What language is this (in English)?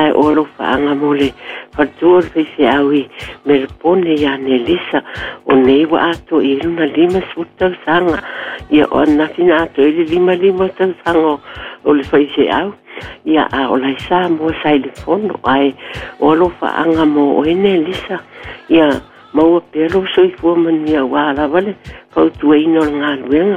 Samoan